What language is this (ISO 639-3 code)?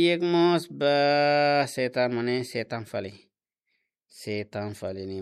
tet